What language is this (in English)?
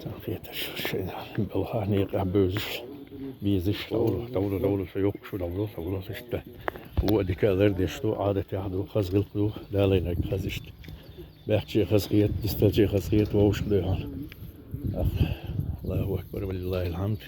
Chechen